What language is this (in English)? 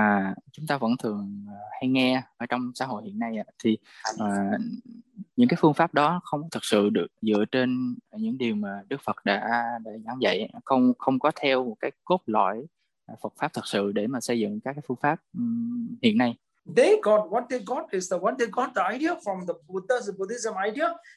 Vietnamese